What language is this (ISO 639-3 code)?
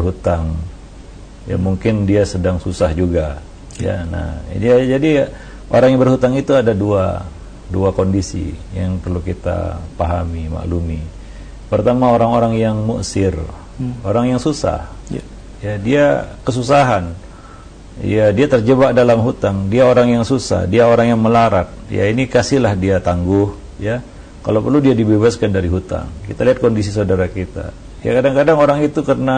ind